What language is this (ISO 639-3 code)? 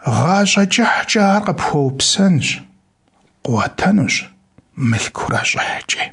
kbd